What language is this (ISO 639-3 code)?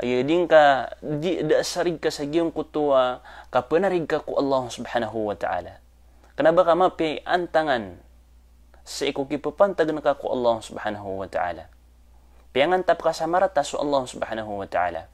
mrw